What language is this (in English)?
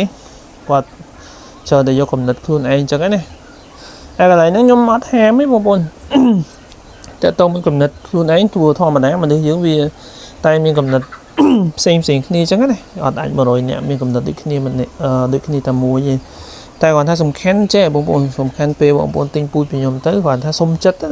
Khmer